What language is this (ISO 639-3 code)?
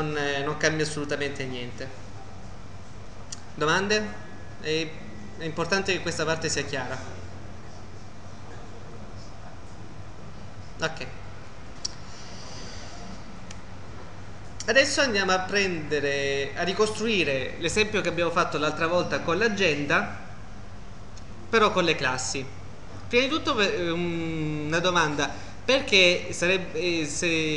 ita